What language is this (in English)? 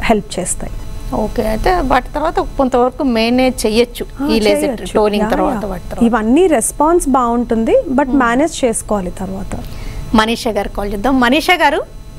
Telugu